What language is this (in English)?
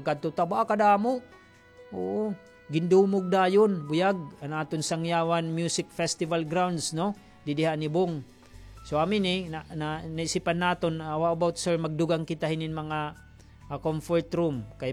Waray